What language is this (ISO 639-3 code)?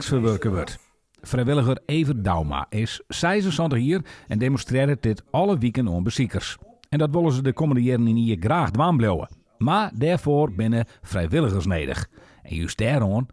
fry